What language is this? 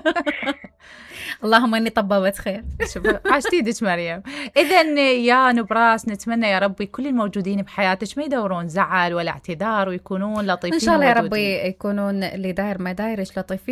Mesopotamian Arabic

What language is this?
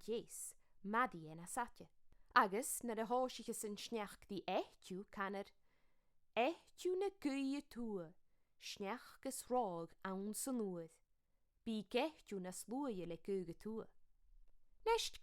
Scottish Gaelic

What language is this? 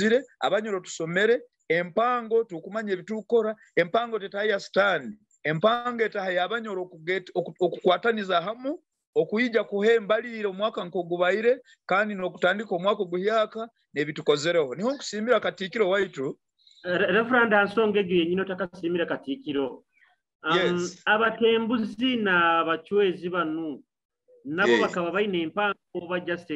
Nyoro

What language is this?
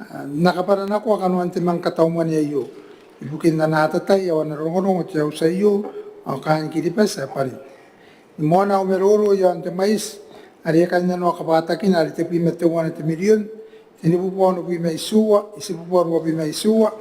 Gilbertese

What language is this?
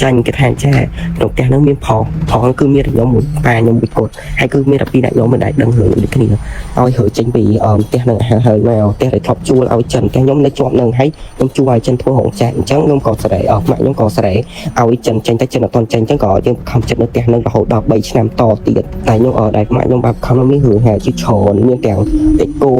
Khmer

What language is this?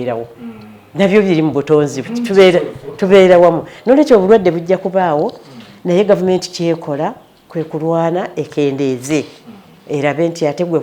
Ganda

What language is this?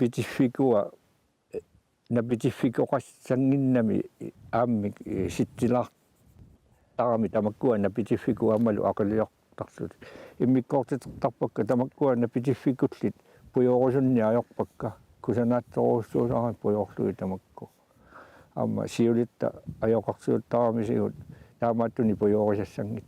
Kalaallisut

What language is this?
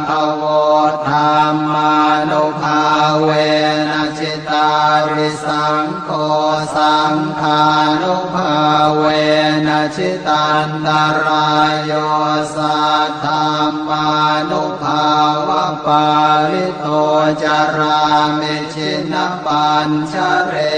Pali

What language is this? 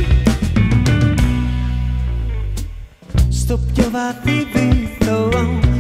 Greek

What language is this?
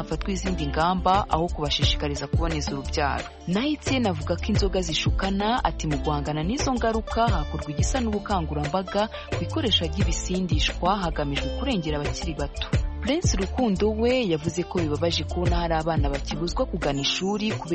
Kinyarwanda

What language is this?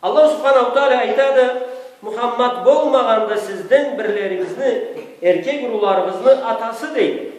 Karachay-Balkar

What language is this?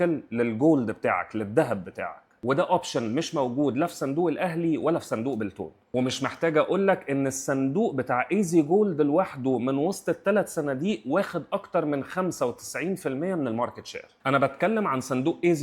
Egyptian Arabic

